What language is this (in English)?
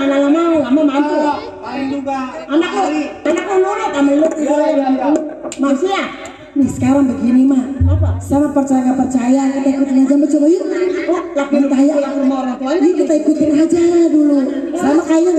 Betawi